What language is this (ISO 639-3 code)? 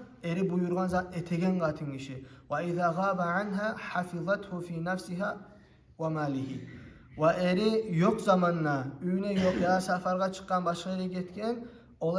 kum